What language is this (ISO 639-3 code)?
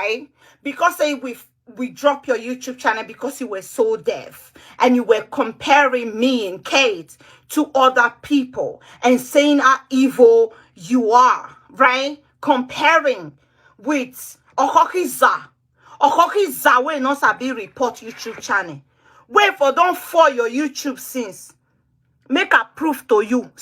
pcm